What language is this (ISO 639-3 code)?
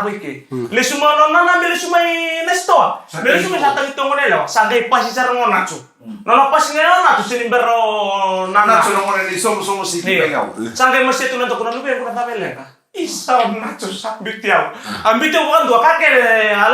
fij